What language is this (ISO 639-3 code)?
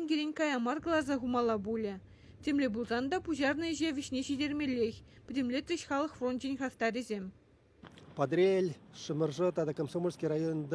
chv